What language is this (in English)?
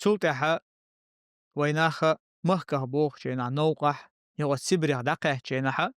Chechen